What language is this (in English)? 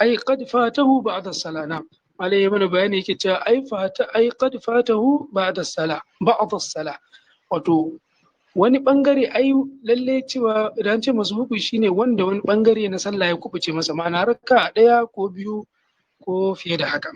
Hausa